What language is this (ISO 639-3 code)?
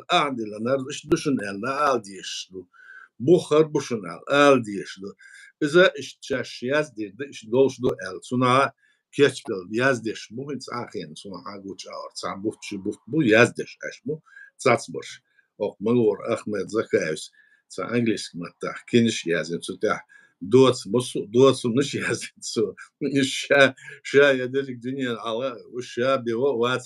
che